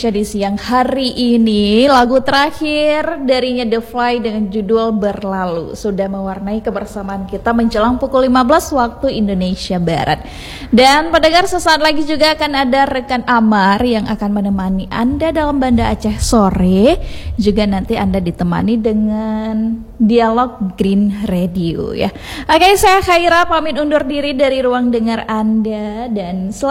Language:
Indonesian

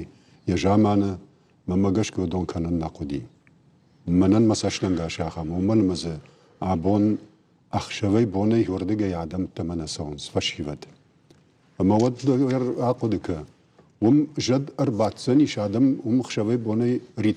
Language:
Ossetic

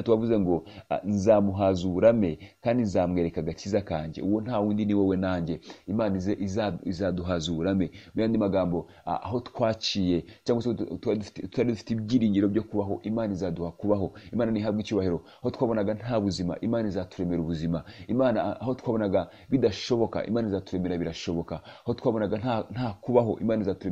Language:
Kinyarwanda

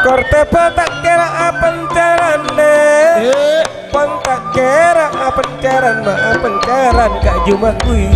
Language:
Madurese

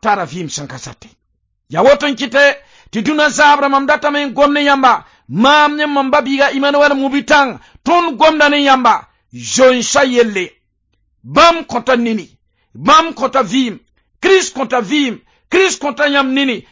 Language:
Mossi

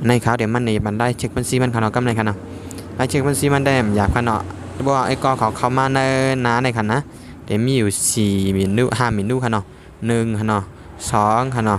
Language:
Shan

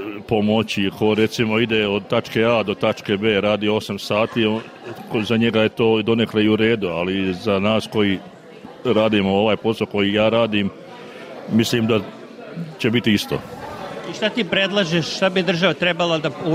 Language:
Serbian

